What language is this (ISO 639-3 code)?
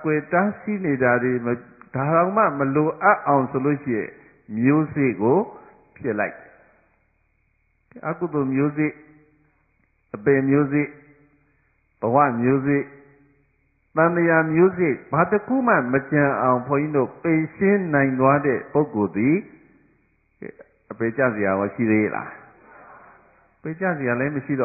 mya